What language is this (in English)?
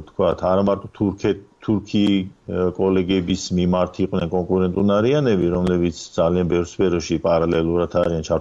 Georgian